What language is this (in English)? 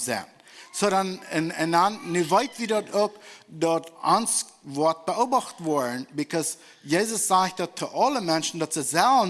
Plautdietsch